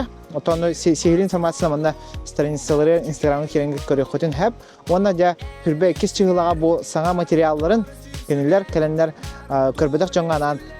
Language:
Yakut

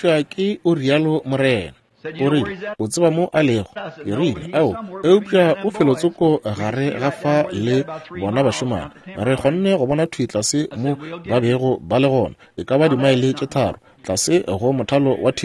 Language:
Northern Sotho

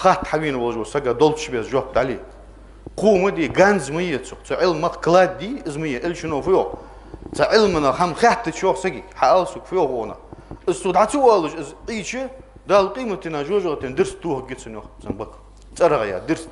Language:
Ingush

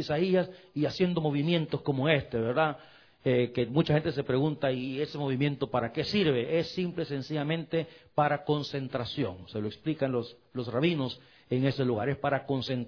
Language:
Spanish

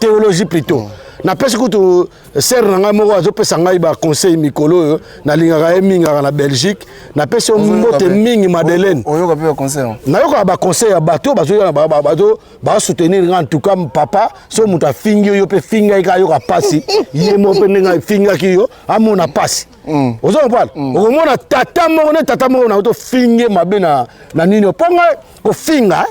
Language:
Lingala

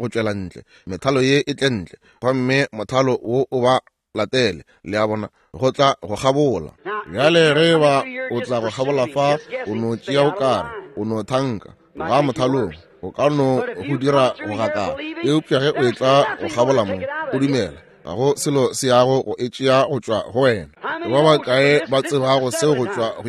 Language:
Northern Sotho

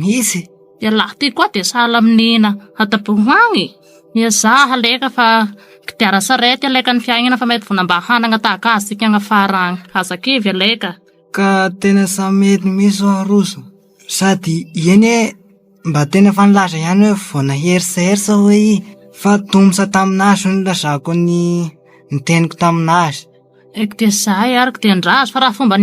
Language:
Malagasy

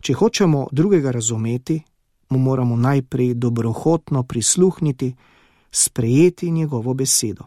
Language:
Slovenian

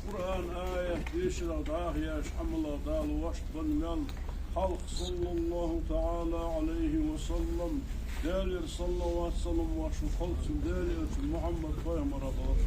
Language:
Ingush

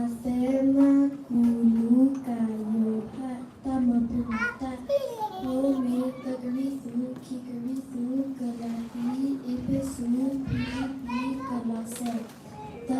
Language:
S'gaw Karen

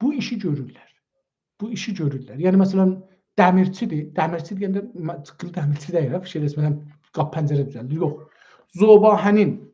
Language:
South Azerbaijani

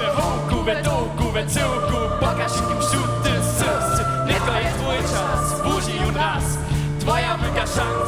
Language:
Upper Sorbian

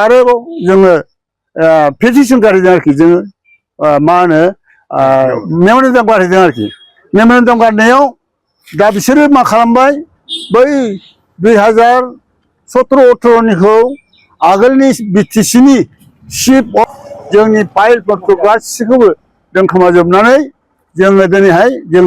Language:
Bodo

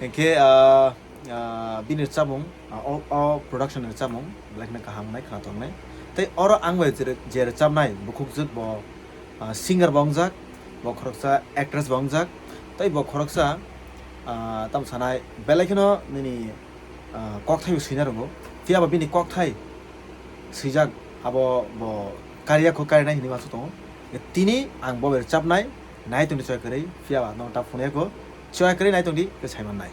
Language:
Kok Borok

